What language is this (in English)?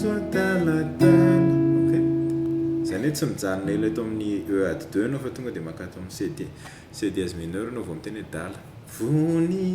Malagasy